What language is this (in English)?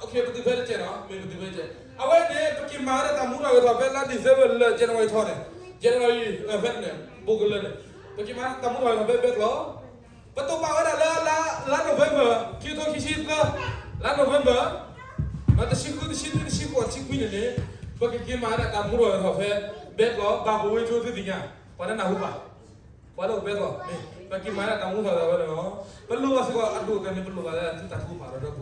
S'gaw Karen